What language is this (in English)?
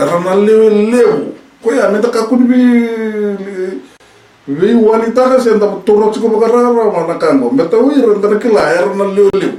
Fijian